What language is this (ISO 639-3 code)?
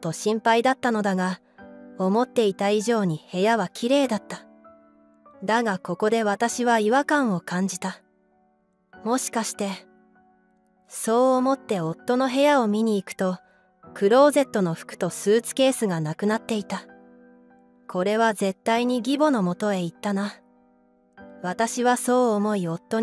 jpn